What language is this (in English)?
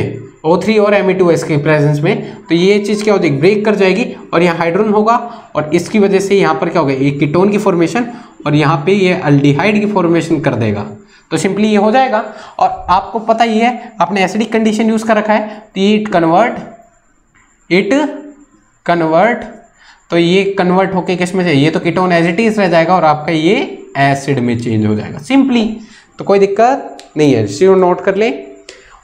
Hindi